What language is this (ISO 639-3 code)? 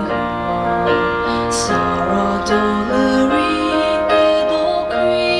nri